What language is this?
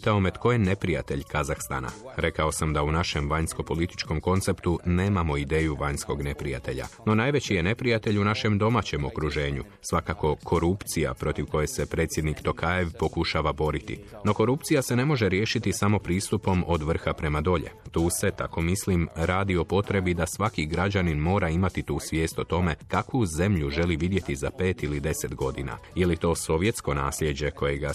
Croatian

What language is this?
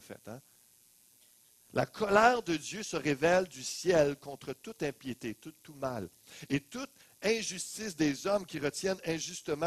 French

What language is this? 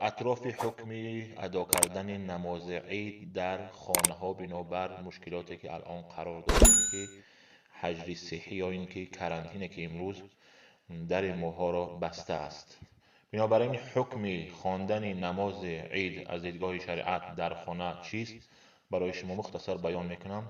Tajik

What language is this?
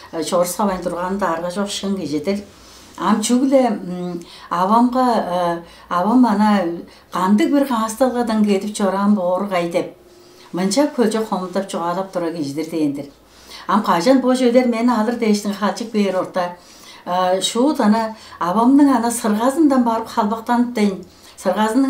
Tuvinian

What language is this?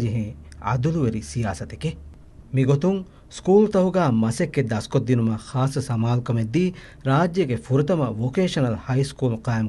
Divehi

